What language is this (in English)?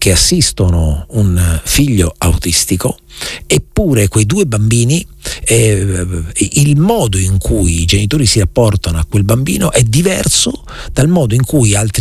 Italian